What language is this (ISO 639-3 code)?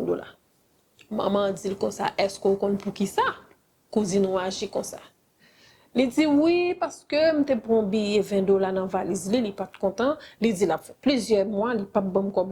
hat